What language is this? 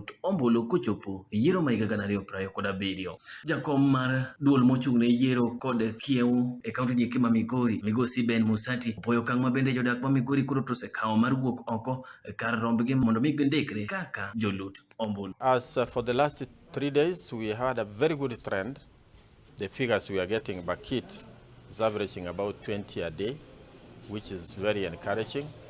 Luo (Kenya and Tanzania)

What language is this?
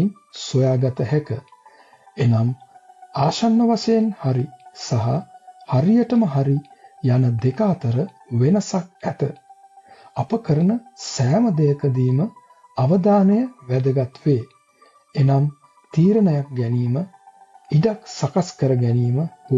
Sinhala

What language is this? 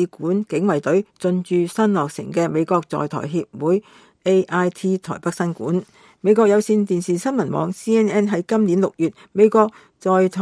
Cantonese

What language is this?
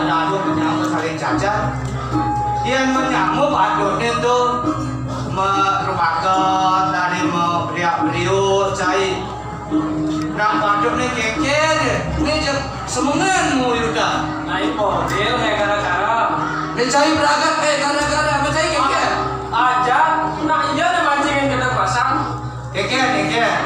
Balinese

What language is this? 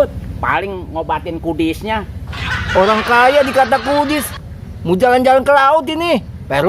Betawi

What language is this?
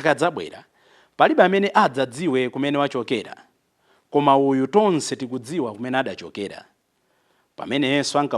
Nyanja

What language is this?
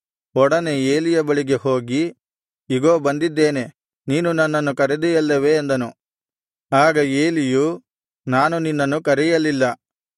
Kannada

